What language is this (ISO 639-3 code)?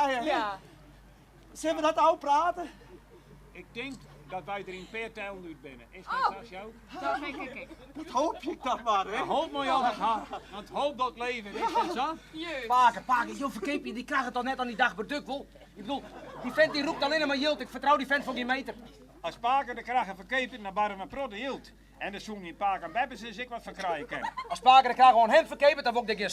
fry